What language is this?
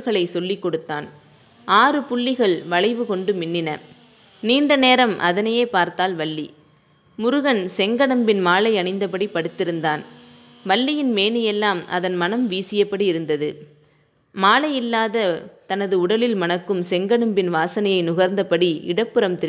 Tamil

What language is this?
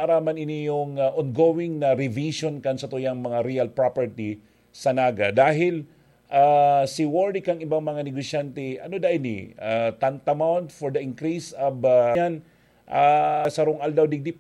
Bikol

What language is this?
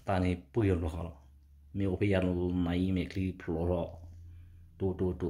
S'gaw Karen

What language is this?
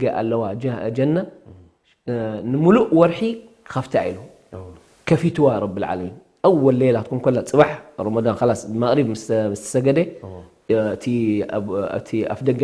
Tigrinya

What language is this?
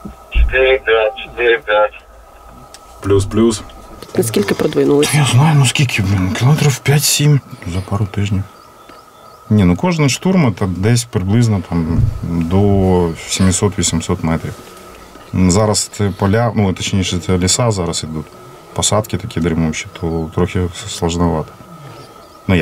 Ukrainian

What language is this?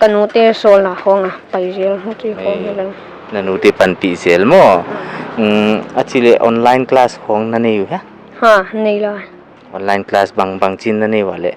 Paite Chin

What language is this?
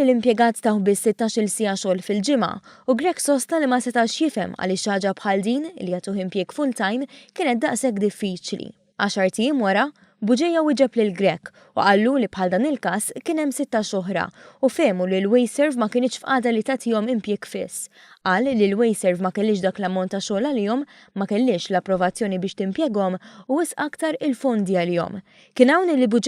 Maltese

